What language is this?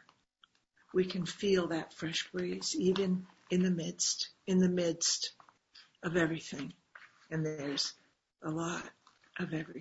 English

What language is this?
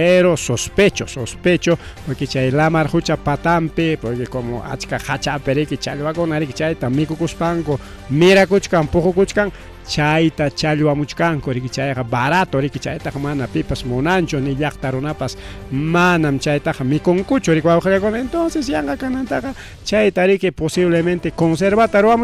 Ayacucho Quechua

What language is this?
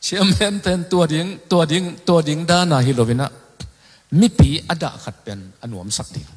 Tedim Chin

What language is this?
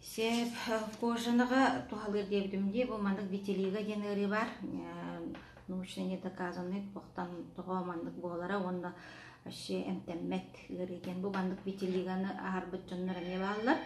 Yakut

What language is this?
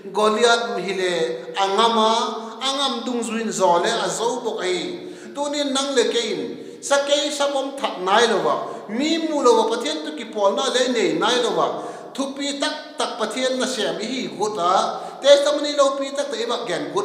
Vaiphei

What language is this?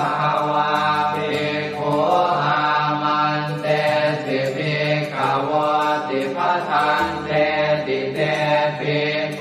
Pali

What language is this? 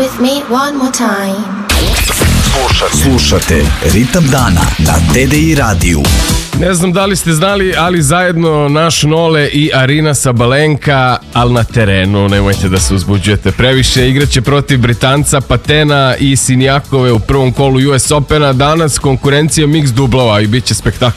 Serbian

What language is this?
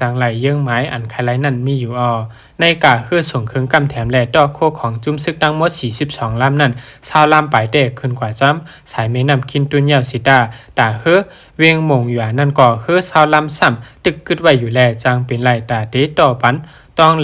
Shan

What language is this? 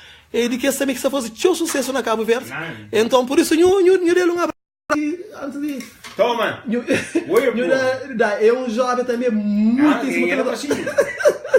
Kabuverdianu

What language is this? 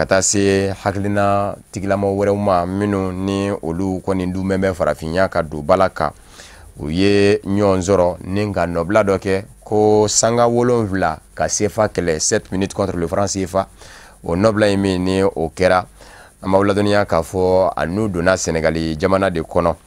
Bambara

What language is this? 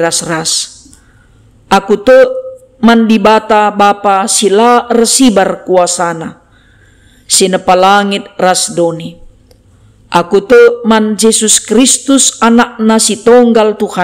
Batak Karo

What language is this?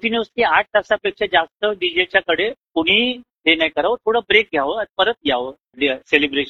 Marathi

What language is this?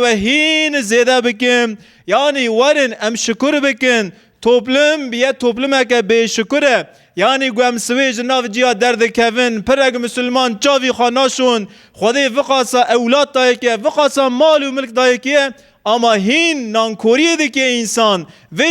Kurdish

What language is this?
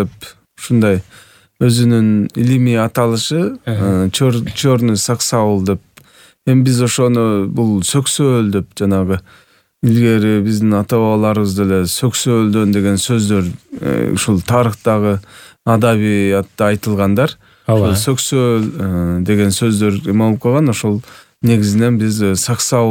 Kyrgyz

